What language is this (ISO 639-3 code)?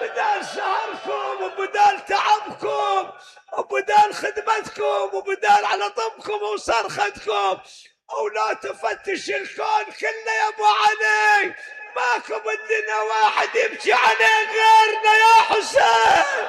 acm